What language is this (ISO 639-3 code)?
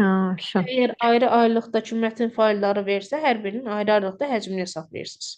aze